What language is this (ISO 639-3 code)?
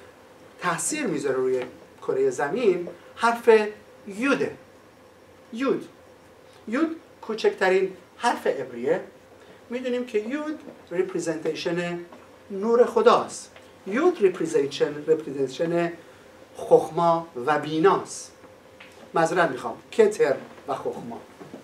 fas